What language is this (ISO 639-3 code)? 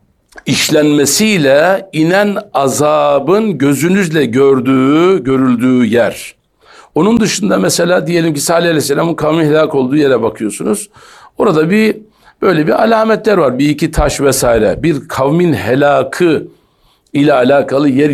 tur